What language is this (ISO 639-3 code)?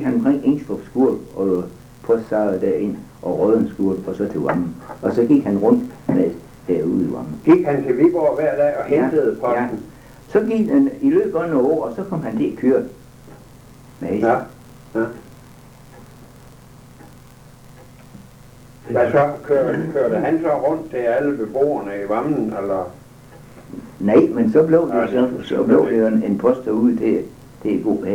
dan